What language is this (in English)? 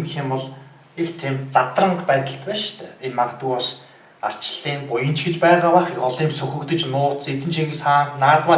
Mongolian